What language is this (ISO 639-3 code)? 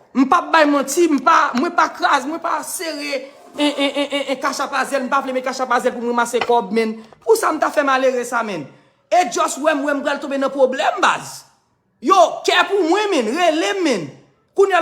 hat